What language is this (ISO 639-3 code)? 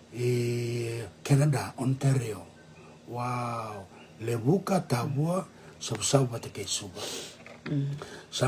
fij